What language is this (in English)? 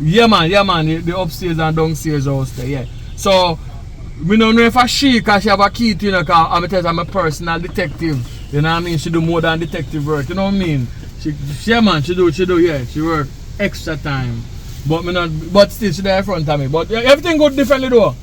Jamaican Creole English